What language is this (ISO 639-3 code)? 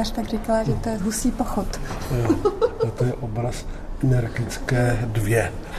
ces